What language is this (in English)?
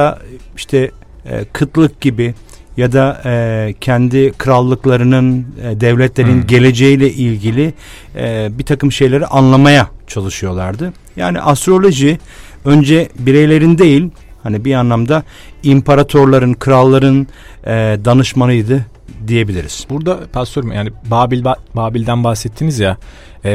Turkish